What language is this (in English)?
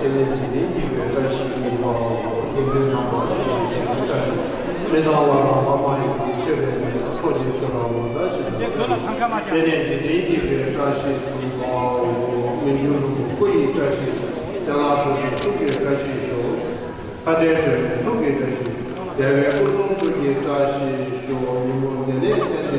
Tibetan